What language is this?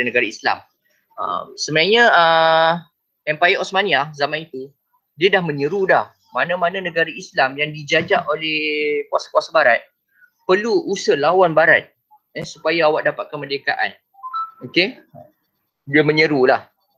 Malay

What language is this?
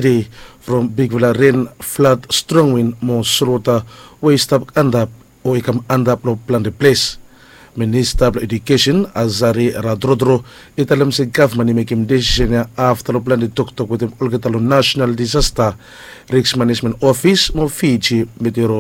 Bislama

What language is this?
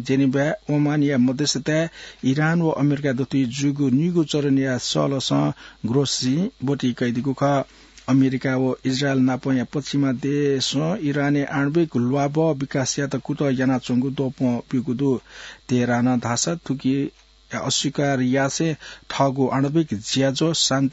Newari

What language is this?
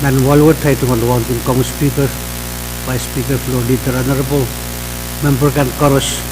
Pohnpeian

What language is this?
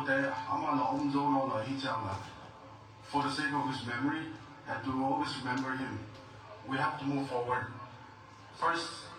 Tedim Chin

